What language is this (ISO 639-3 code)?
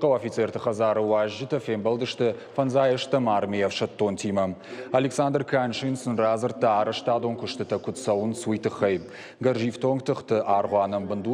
oss